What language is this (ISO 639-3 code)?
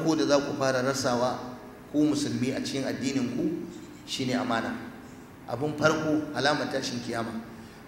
hau